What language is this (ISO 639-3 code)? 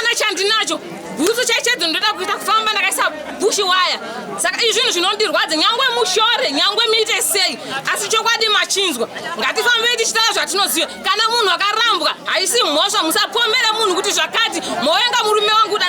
sna